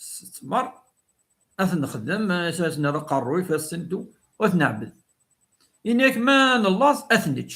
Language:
Kabyle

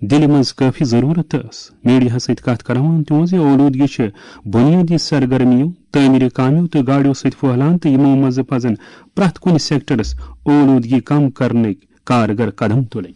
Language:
Kashmiri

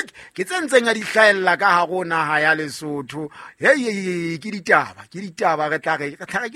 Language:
Southern Sotho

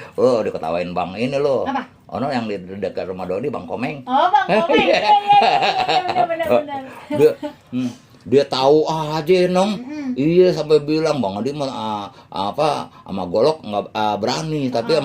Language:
Betawi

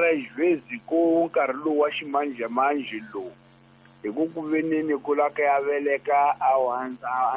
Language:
Tsonga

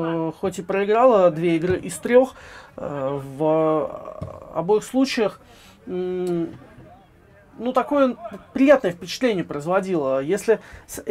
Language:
Russian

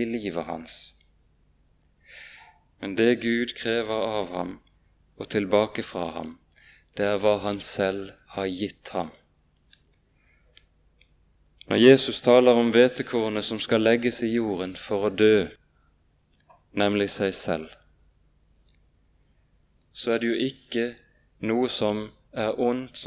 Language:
Norwegian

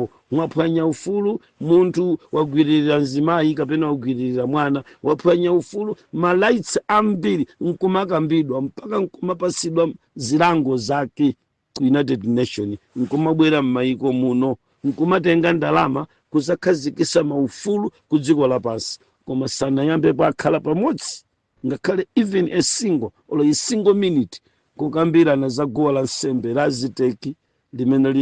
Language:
Nyanja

